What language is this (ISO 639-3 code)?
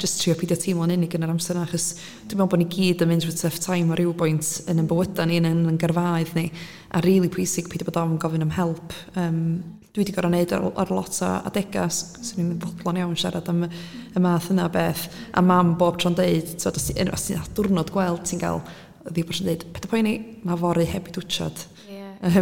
cym